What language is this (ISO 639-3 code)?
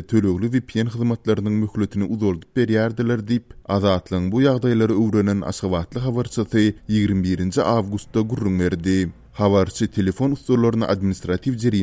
tuk